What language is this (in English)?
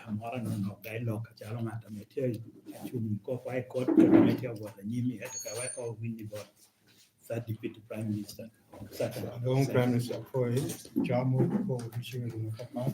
Lango (Uganda)